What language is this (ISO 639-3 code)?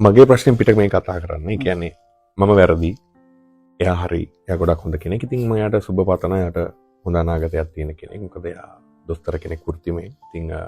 sin